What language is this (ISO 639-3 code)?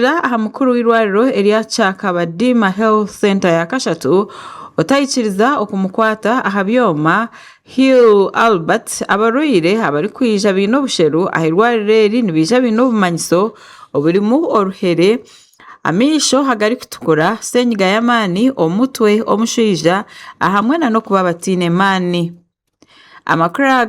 nyn